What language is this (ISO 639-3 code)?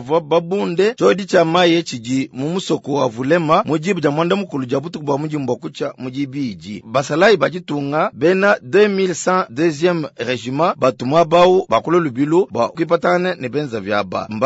lua